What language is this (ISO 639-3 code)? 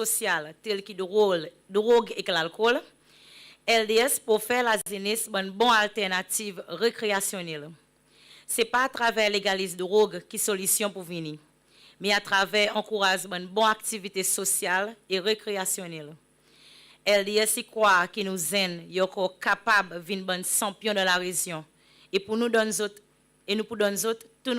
crs